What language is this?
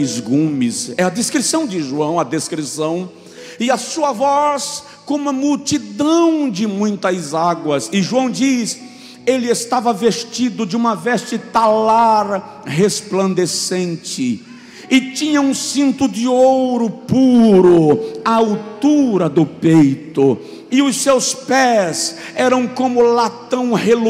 Portuguese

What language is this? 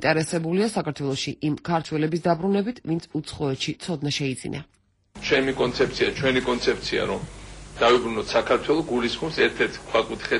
Georgian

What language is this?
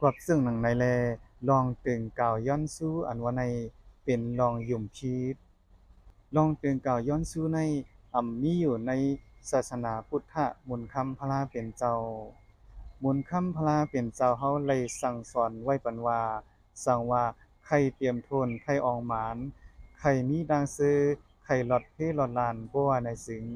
Shan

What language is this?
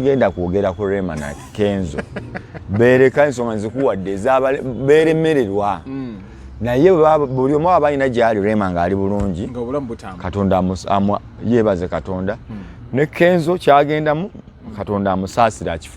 Ganda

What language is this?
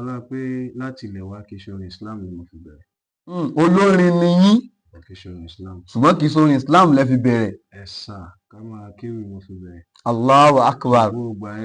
Yoruba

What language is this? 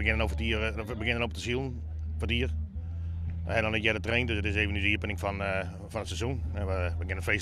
Western Frisian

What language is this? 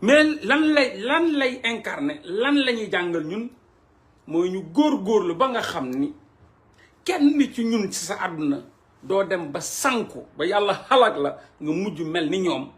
Wolof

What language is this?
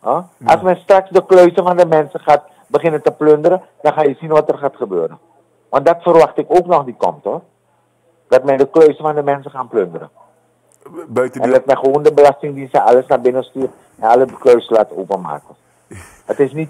Dutch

